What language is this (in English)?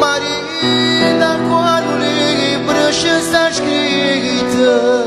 Neapolitan